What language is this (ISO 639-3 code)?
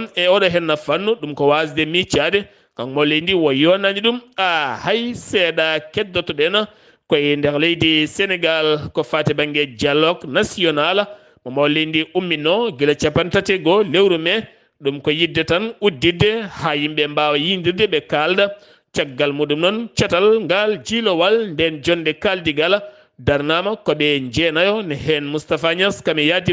ful